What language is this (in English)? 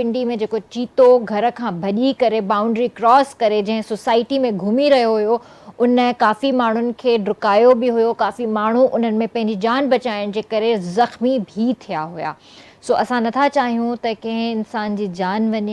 Sindhi